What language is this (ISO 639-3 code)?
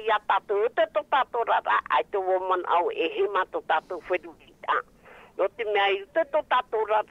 tah